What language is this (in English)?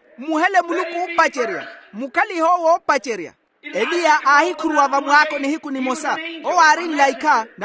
Makhuwa